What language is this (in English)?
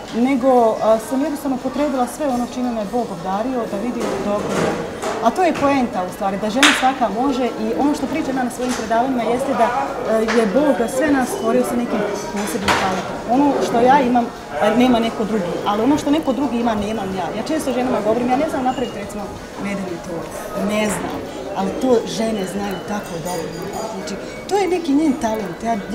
Bosnian